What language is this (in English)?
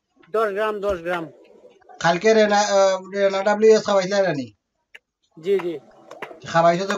Sylheti